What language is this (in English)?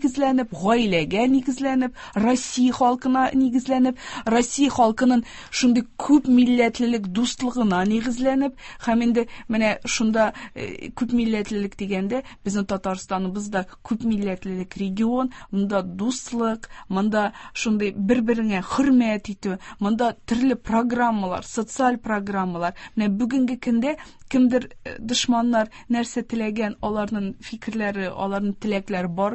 Tatar